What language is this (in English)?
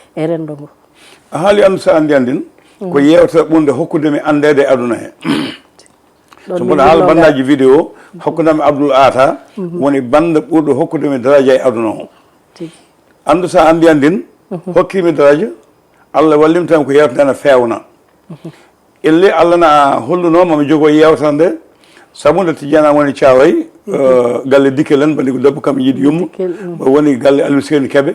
Fula